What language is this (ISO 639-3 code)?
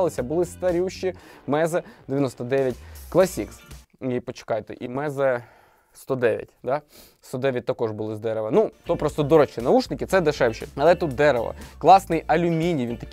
ukr